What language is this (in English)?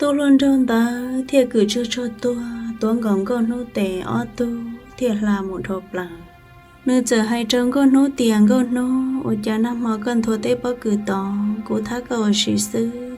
Hmong